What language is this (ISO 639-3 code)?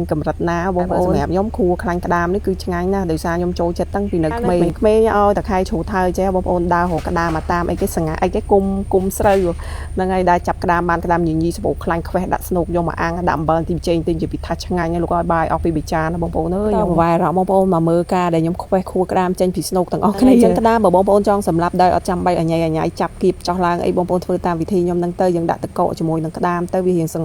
khm